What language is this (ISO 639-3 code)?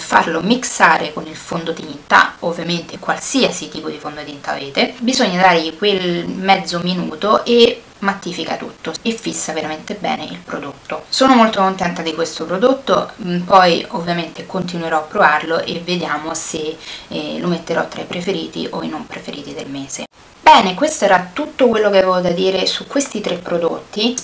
ita